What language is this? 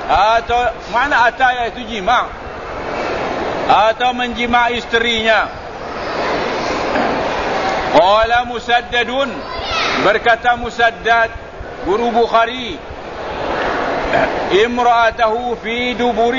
Malay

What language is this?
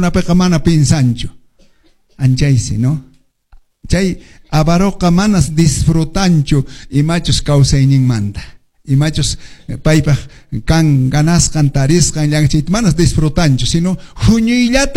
Quechua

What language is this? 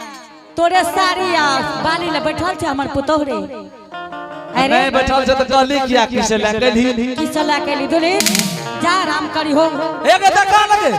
Angika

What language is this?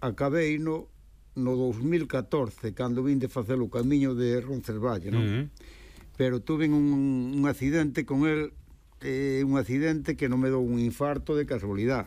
Galician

